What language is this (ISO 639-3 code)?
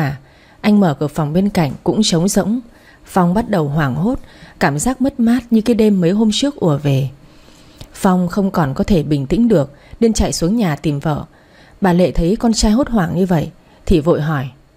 vie